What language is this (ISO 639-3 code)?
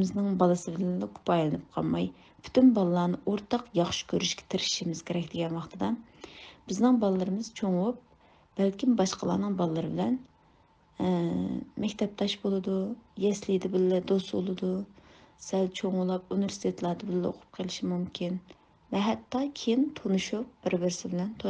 uig